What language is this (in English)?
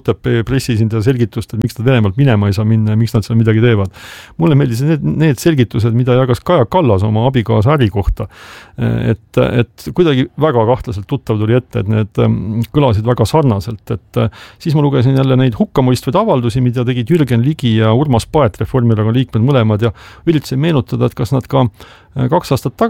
Estonian